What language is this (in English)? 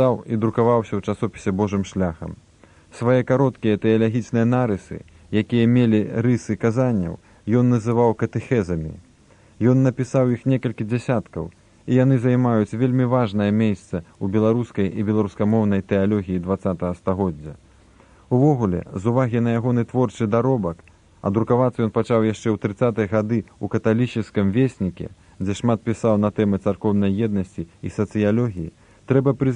Belarusian